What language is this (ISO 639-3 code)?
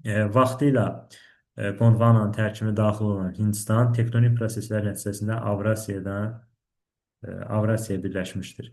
aze